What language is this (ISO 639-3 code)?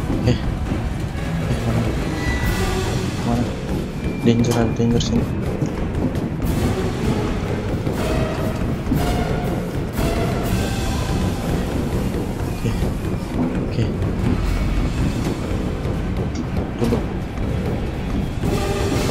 ind